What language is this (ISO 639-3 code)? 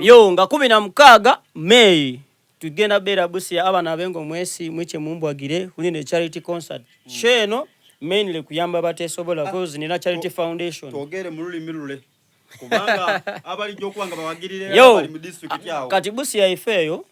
xog